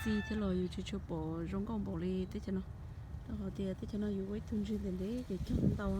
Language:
Hmong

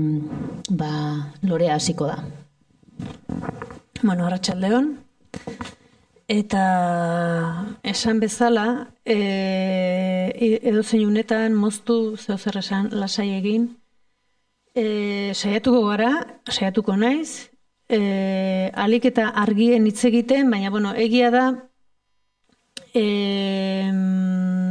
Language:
Basque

